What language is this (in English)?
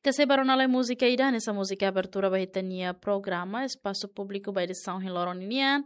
Tetum